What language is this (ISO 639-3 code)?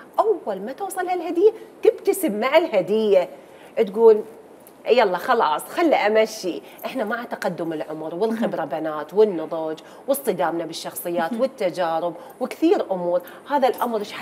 acm